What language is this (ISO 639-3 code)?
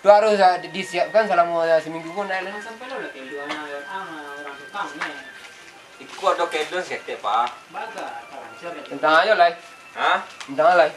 min